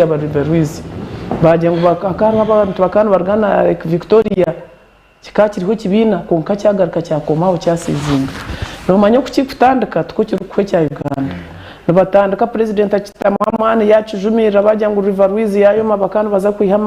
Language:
Nyankole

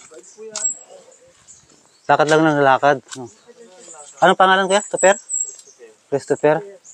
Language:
Filipino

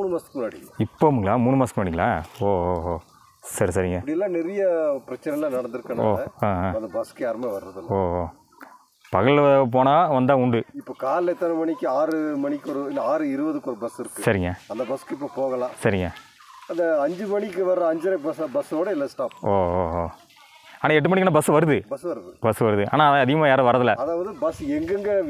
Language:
Tamil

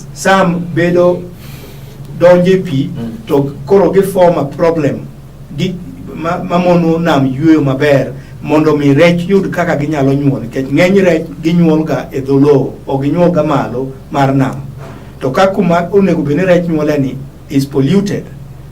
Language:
Luo (Kenya and Tanzania)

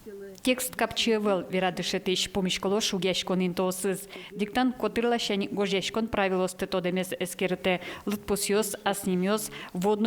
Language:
Udmurt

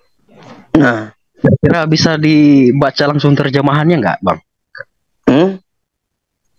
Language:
Indonesian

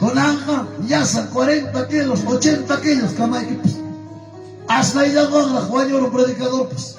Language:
Ayacucho Quechua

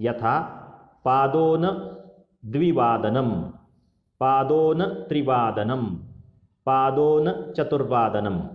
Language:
Sanskrit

